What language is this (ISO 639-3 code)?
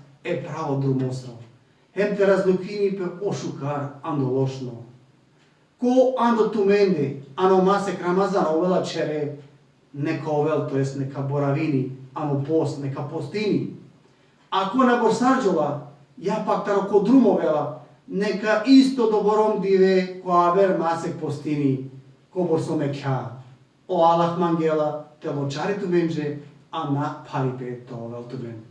rmn